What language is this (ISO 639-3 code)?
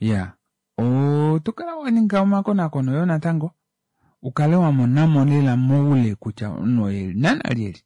kua